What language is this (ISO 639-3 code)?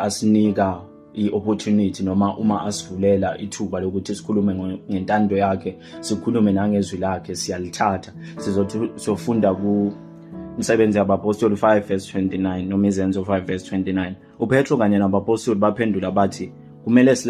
zul